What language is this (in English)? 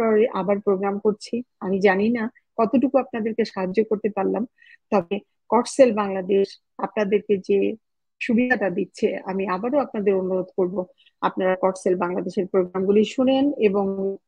Bangla